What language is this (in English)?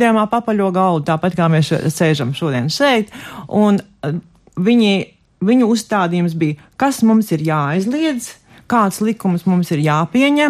Latvian